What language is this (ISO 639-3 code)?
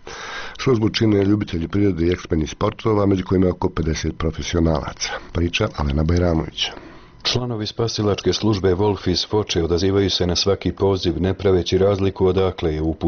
bos